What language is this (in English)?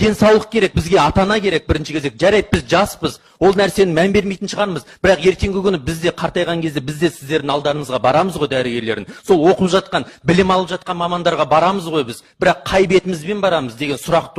Kazakh